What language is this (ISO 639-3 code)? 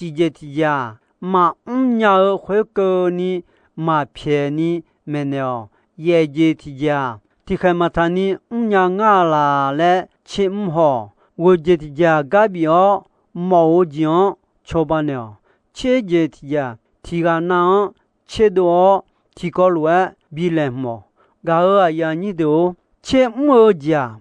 ahk